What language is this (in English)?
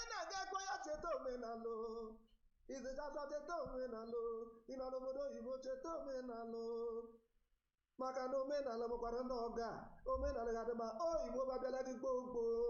Igbo